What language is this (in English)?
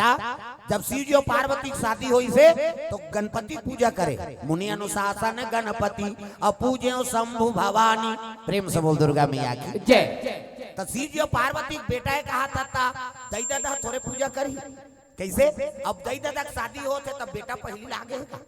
Chhattisgarhi